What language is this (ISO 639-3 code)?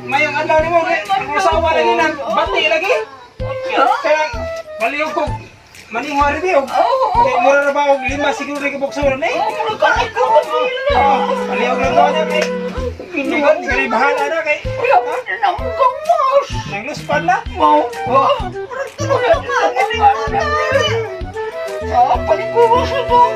ceb